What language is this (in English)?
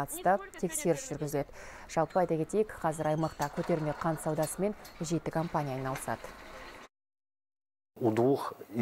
Kazakh